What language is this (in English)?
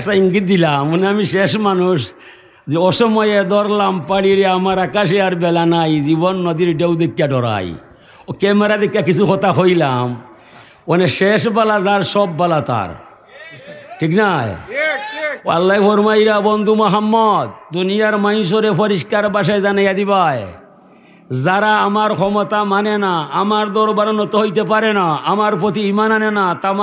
Sylheti